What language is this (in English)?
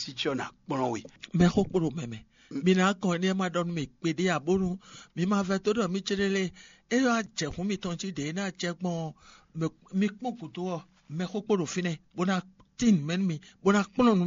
Fon